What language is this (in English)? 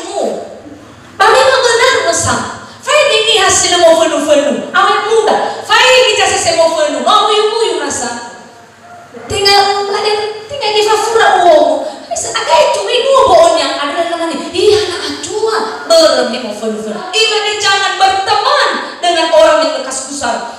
Nias